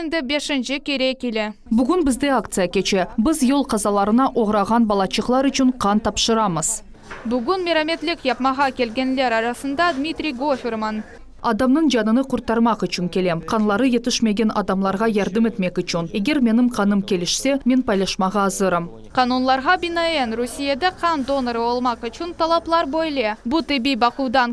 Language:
Crimean Tatar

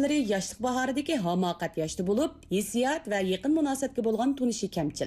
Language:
Uyghur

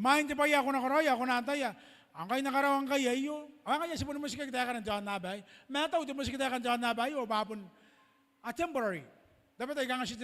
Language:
Gilbertese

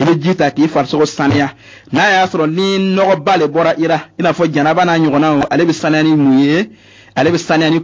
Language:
Bambara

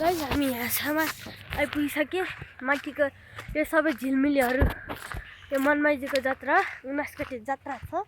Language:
Nepali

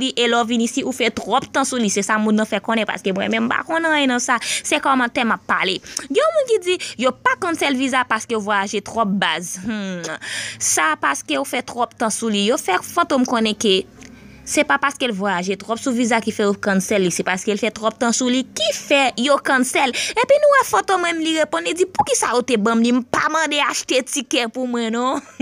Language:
Haitian Creole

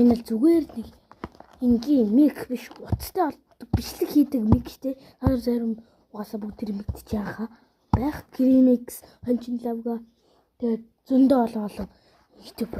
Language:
Mongolian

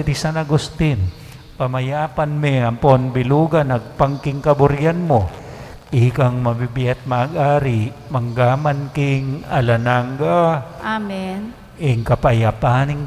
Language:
Pampanga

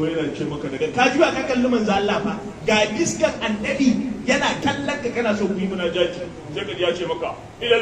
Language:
Hausa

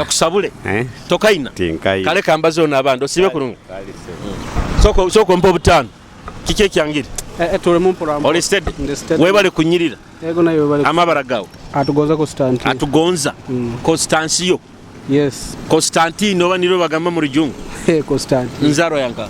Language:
Nyoro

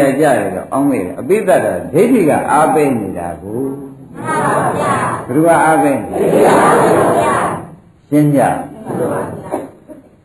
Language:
Burmese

